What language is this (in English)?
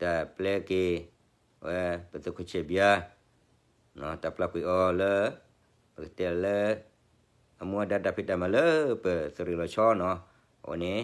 S'gaw Karen